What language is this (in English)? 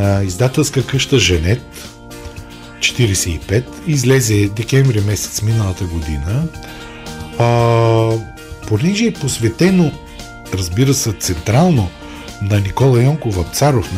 Bulgarian